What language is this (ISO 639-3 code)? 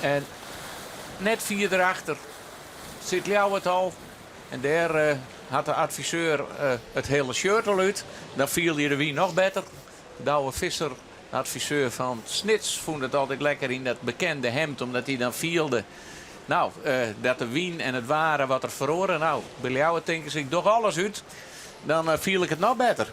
fry